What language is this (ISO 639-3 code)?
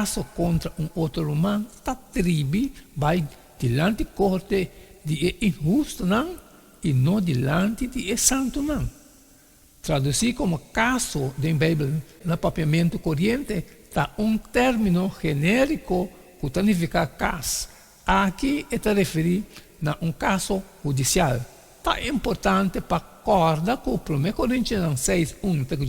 pap